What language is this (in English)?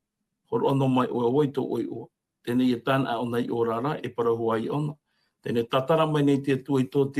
Tahitian